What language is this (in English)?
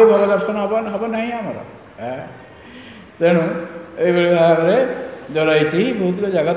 Odia